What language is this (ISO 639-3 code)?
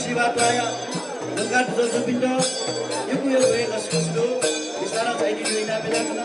new